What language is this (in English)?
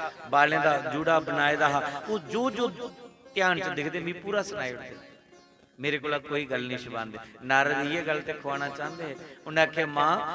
Dogri